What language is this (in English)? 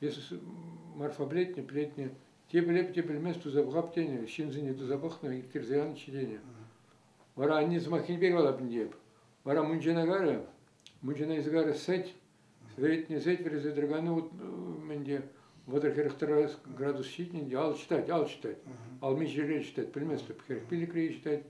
Chuvash